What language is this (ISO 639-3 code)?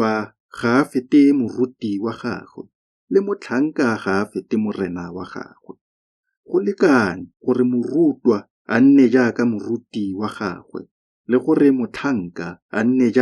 tsn